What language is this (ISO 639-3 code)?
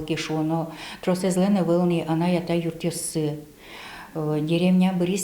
udm